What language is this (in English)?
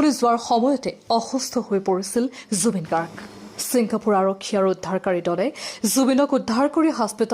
Assamese